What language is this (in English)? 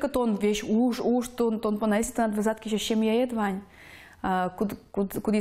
Udmurt